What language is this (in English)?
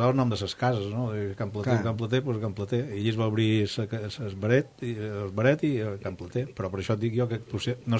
Catalan